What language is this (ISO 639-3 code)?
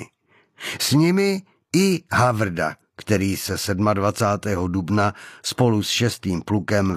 ces